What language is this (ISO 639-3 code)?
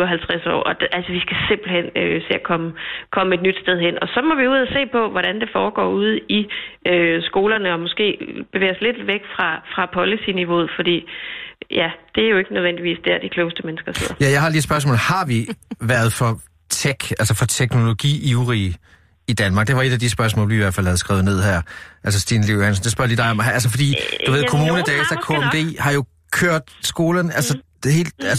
dan